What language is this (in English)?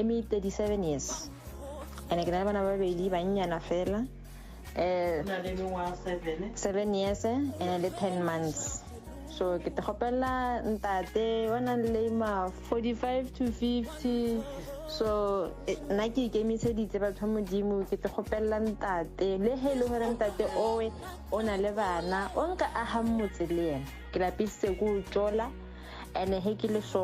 Northern Sotho